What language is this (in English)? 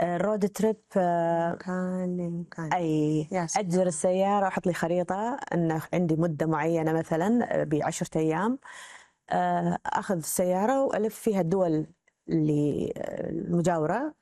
Gulf Arabic